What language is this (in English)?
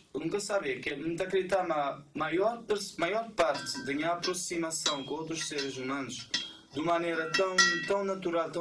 Kabuverdianu